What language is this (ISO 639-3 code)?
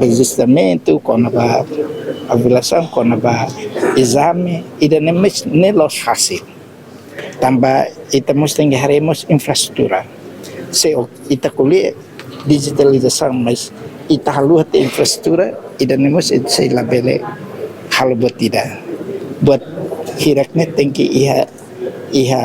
tet